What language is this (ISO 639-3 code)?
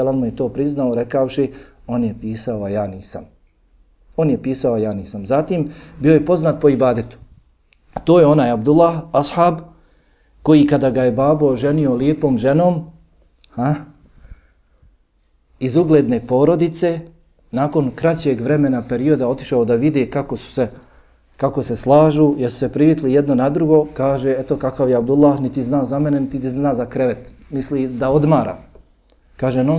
bos